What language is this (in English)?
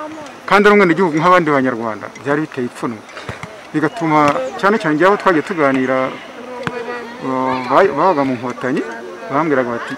Kinyarwanda